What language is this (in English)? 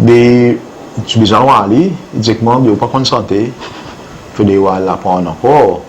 Seselwa Creole French